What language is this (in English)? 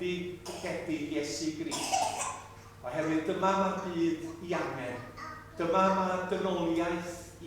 Welsh